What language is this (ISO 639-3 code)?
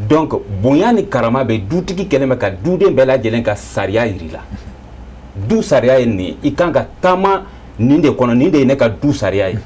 bam